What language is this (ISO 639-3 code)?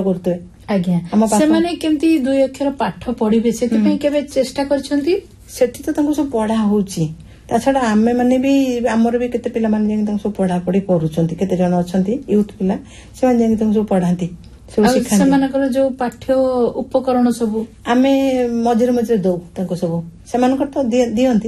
ori